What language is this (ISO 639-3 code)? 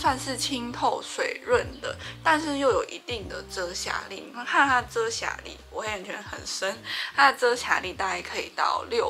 zho